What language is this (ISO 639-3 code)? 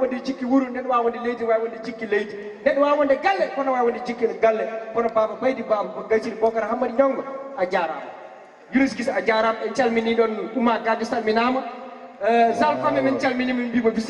ful